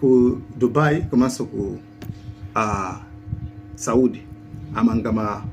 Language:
Nyanja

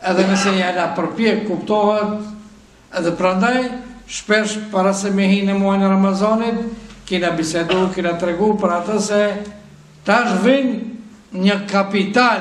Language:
Albanian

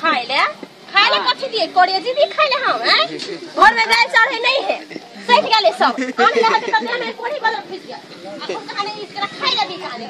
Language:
Maithili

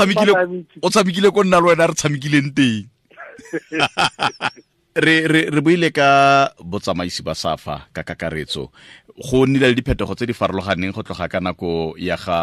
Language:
Tswana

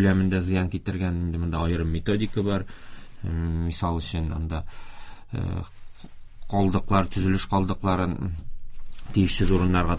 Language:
Tatar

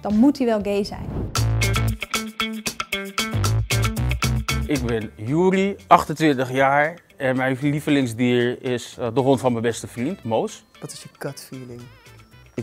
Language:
Dutch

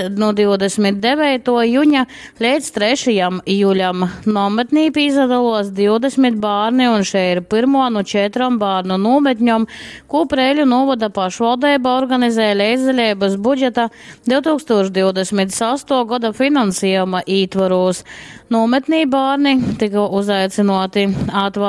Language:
Latgalian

